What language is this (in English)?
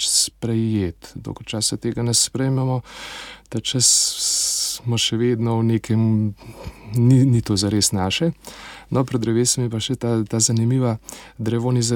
Slovenian